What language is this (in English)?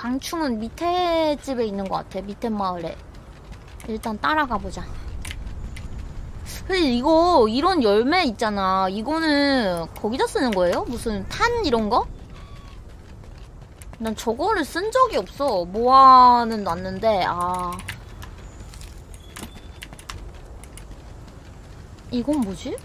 Korean